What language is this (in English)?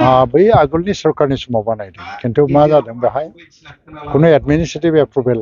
Bodo